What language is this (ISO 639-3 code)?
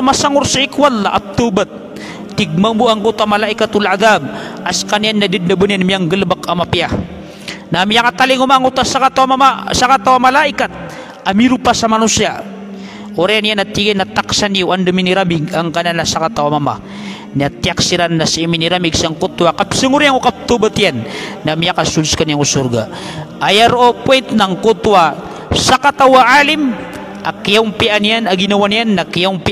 mrw